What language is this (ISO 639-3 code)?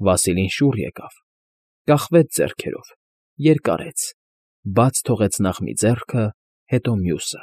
hye